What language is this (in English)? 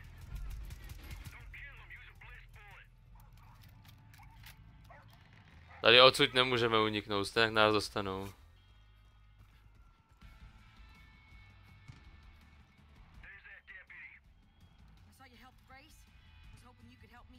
Czech